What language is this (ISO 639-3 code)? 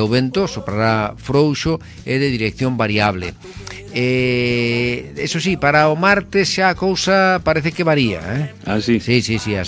glg